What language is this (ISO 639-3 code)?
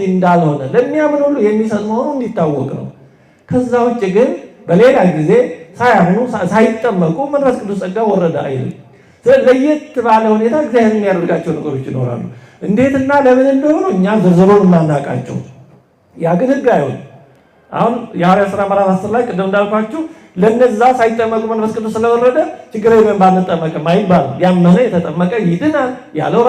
amh